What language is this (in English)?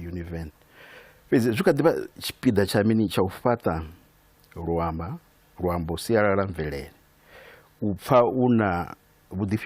Venda